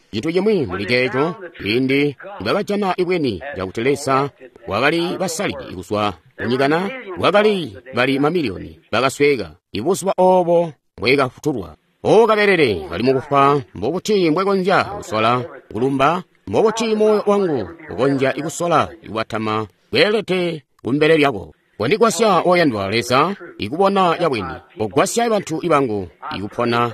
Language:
Tonga (Zambia)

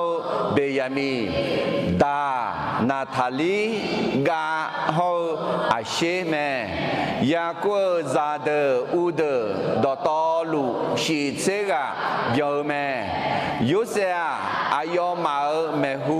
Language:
Akha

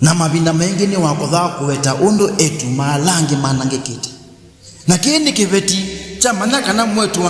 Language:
Kamba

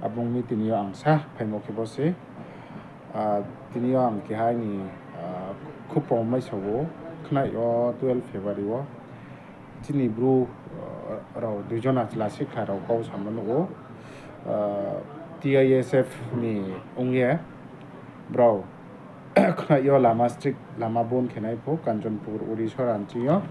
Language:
Riang (India)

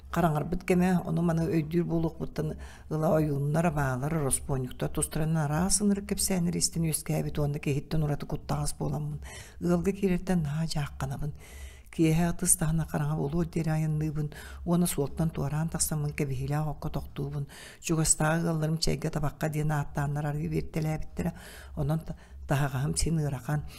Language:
Yakut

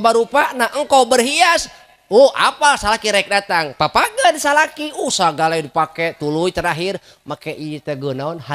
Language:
Sundanese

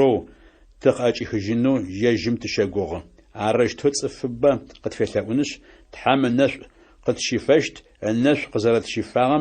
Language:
Adyghe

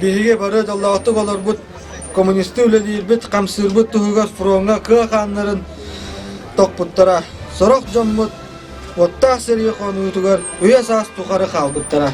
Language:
Yakut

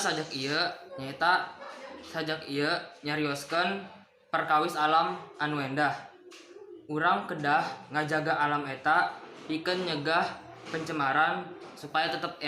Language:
Sundanese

